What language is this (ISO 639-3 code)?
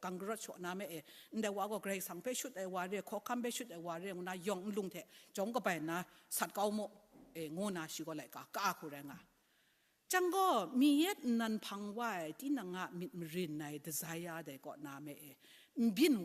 kac